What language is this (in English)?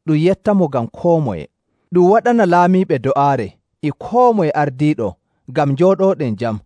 Nigerian Fulfulde